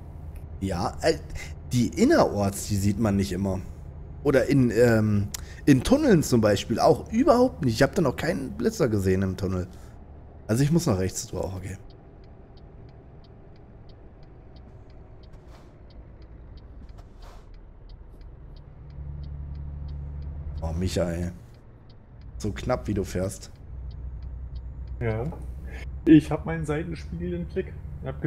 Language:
German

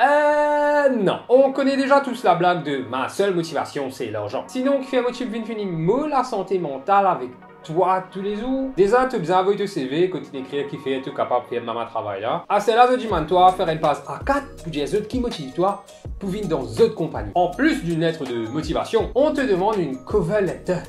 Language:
Morisyen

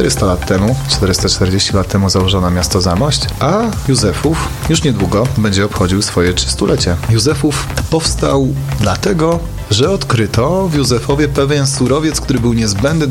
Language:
Polish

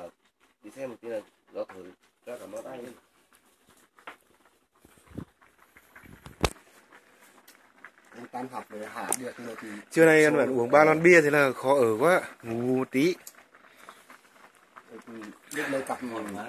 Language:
Vietnamese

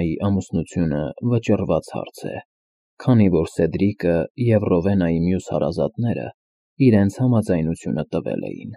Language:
Armenian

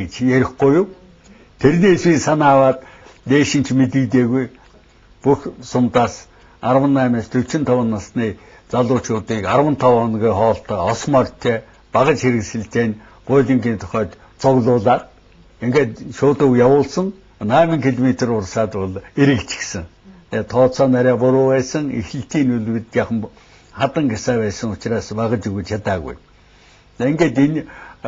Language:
Mongolian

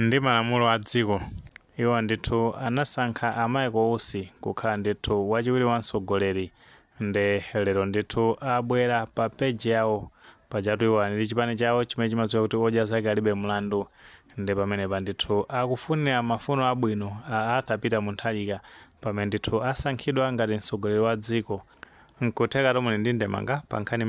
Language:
Nyanja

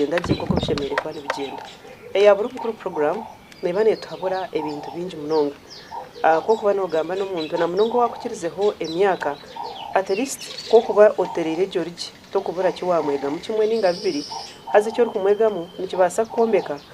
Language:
Nyankole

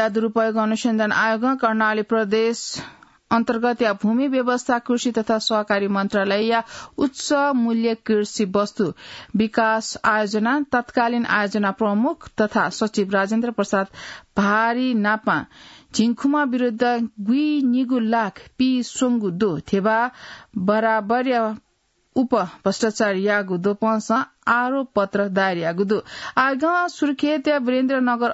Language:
Newari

